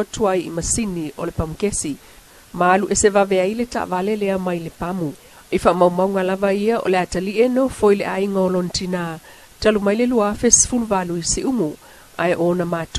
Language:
Samoan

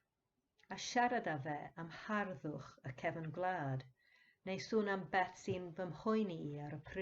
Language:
Welsh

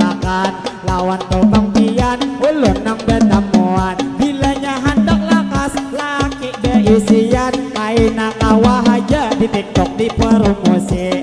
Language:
Banjar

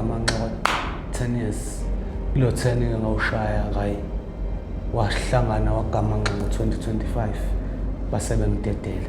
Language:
Zulu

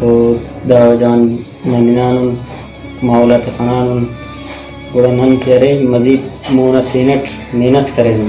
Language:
Brahui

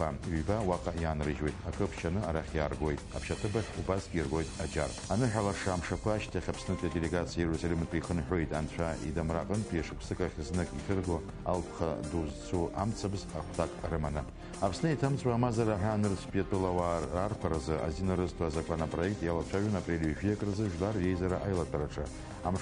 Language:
Abkhazian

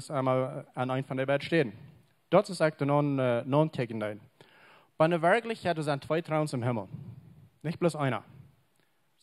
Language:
Plautdietsch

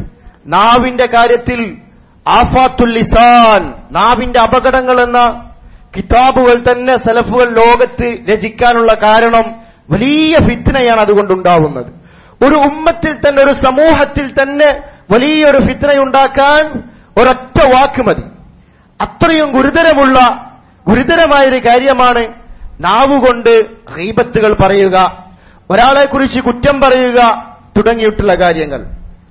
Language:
Malayalam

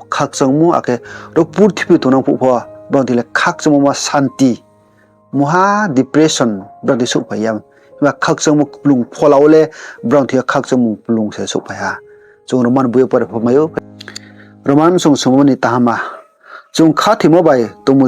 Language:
Riang (India)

